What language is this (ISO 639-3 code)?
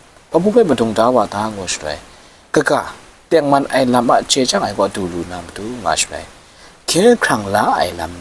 kac